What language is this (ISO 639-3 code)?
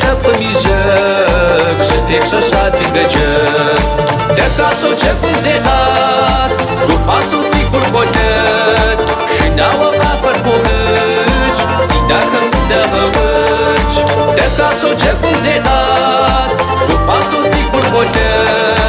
kbd